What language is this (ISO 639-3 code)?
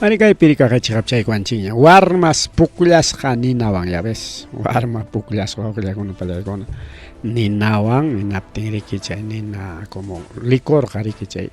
quy